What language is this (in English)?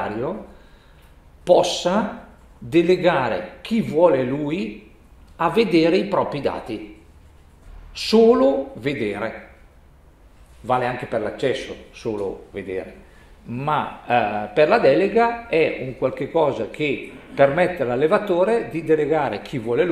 Italian